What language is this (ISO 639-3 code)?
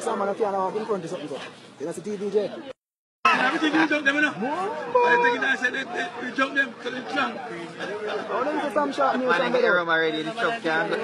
jam